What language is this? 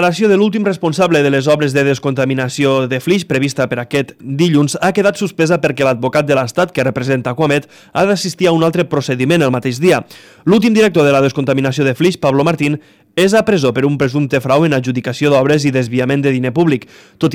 Catalan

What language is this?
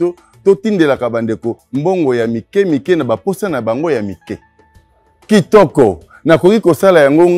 Lingala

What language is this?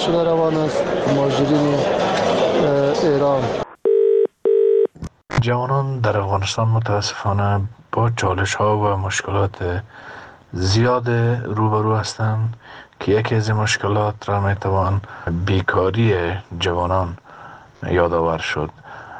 Persian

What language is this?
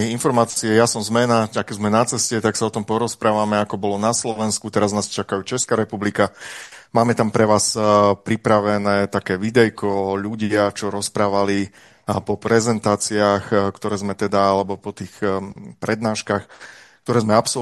Slovak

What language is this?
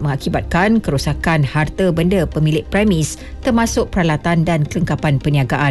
Malay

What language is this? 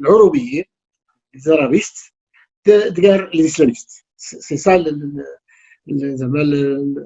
Kabyle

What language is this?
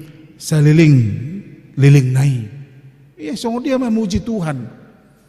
Batak Toba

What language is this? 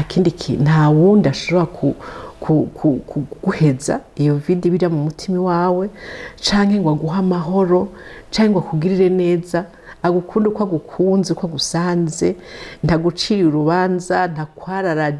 Rundi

